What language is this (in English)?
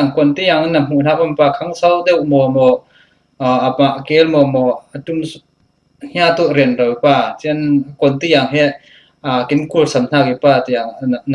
Falam Chin